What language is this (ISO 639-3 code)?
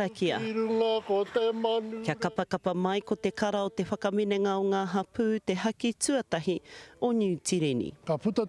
mri